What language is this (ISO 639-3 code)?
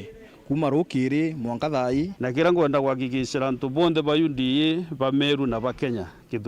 mer